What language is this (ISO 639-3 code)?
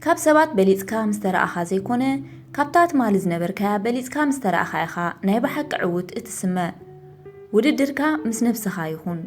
tir